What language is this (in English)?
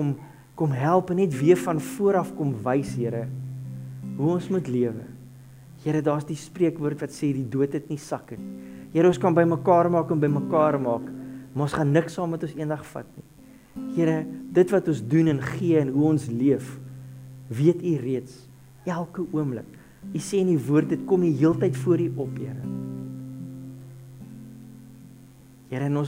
Afrikaans